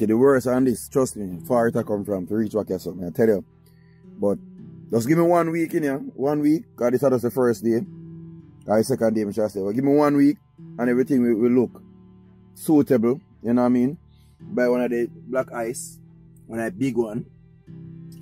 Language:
Jamaican Creole English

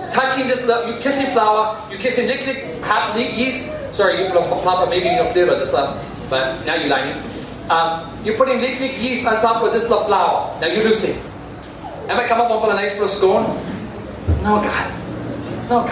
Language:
Tok Pisin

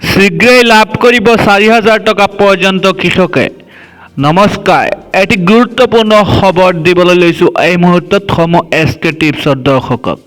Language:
Assamese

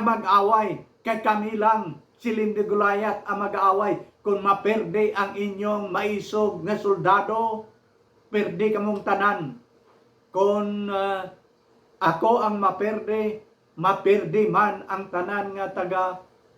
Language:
Hiligaynon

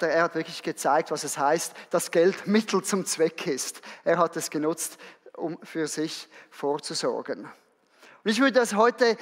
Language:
Swiss German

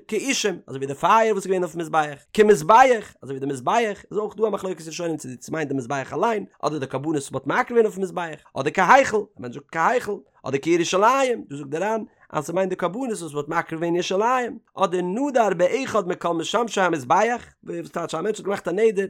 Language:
Yiddish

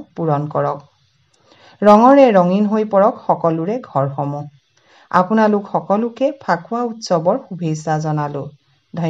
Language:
Assamese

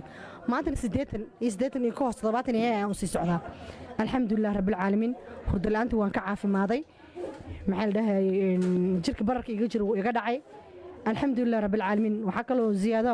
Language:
Somali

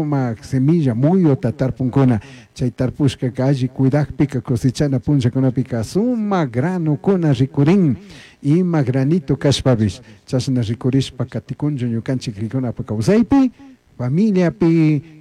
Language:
Chimborazo Highland Quichua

